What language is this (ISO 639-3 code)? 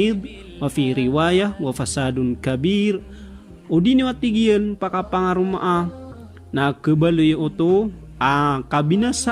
mrw